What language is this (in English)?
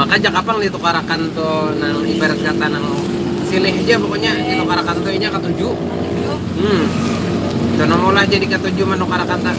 Banjar